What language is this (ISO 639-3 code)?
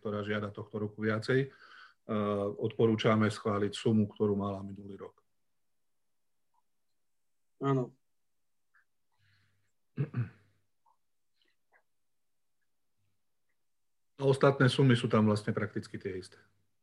slk